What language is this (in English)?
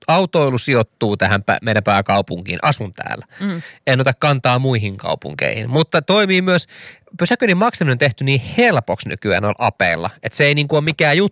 Finnish